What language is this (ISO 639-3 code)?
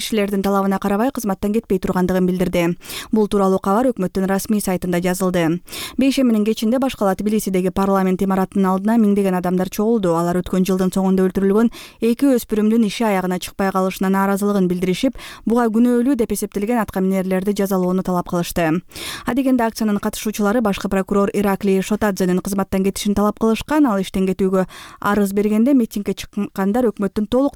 kir